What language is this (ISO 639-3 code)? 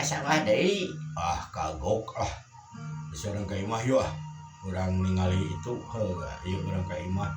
sun